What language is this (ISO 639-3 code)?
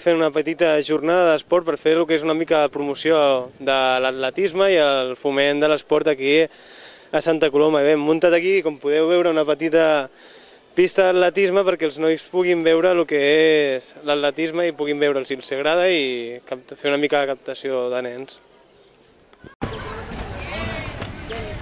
cat